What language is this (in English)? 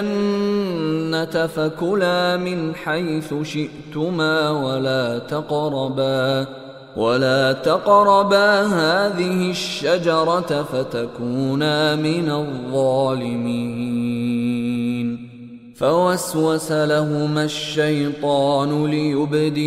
Arabic